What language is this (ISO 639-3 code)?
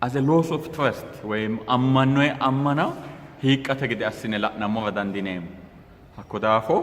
sid